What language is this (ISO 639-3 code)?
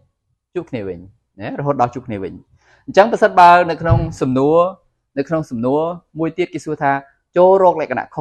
khm